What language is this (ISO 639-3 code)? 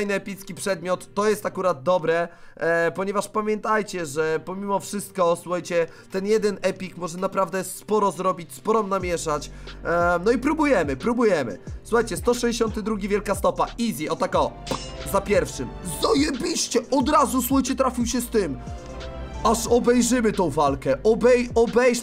pol